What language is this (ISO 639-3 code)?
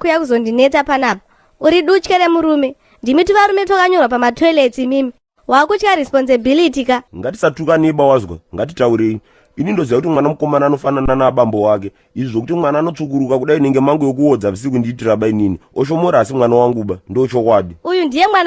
sna